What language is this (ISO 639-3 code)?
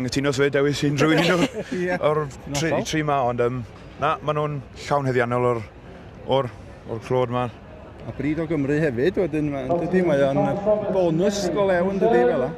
cym